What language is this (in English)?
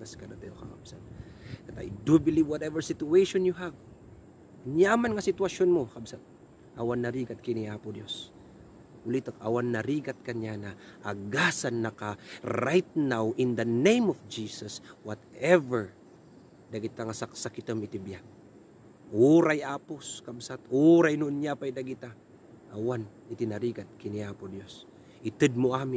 Iloko